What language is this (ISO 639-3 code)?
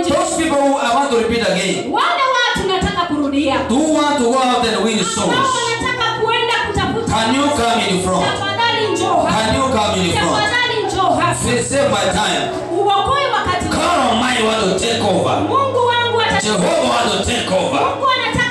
swa